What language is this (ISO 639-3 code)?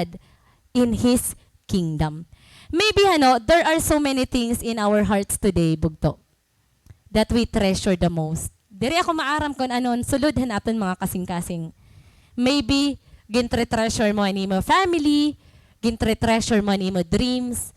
war